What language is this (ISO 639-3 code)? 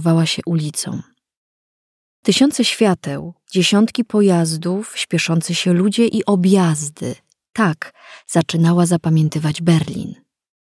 pol